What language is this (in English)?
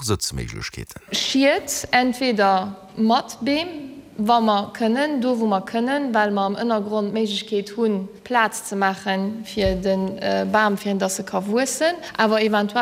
Luxembourgish